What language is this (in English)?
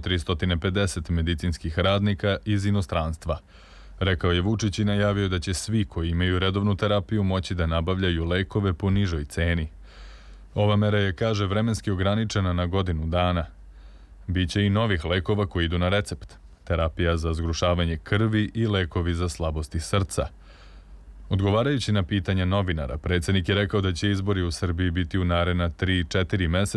Serbian